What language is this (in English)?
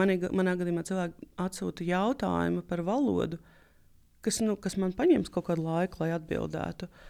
Latvian